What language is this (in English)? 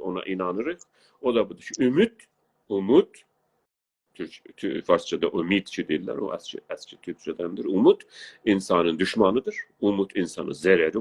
South Azerbaijani